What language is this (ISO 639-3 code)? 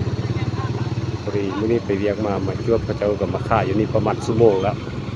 lao